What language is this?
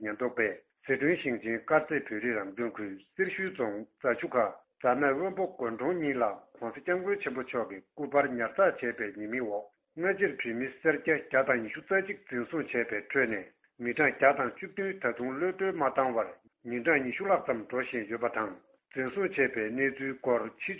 Tibetan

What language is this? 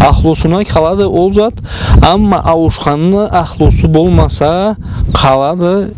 Karachay-Balkar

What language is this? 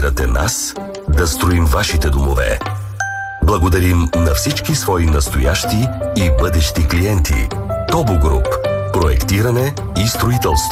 Bulgarian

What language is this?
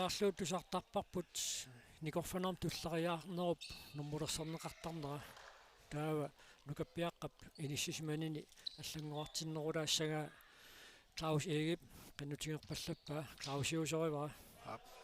Kalaallisut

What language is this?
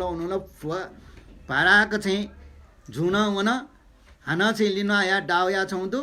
Newari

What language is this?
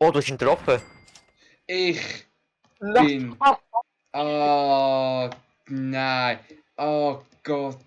Swiss German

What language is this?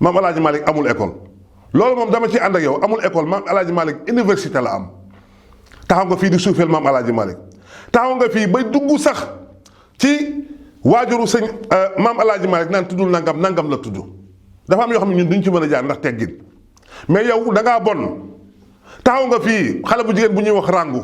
Wolof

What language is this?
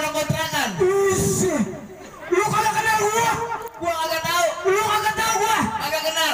Betawi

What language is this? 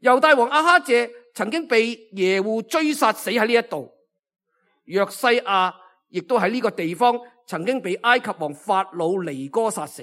Cantonese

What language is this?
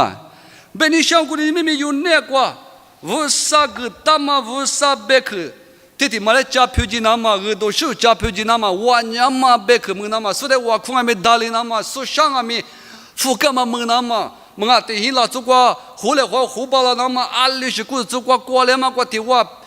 Lisu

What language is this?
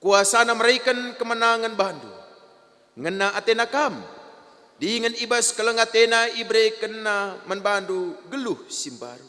Batak Karo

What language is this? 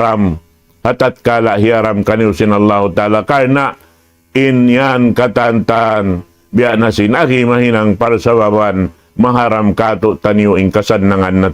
Tausug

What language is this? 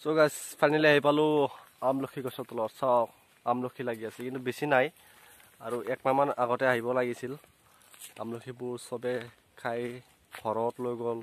Assamese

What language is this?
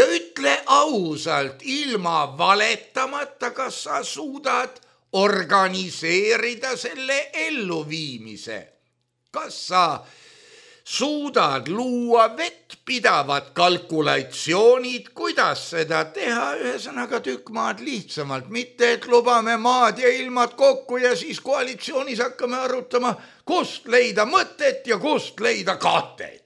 Estonian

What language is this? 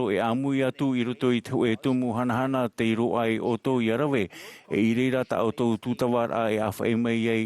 Tahitian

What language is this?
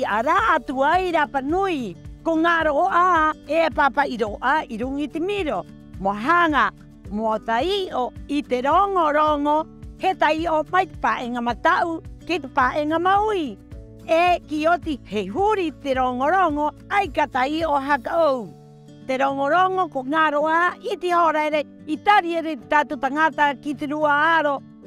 Rapanui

